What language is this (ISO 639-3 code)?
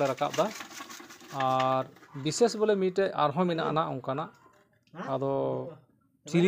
sat